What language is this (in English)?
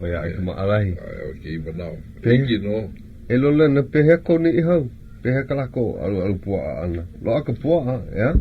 Hawaiian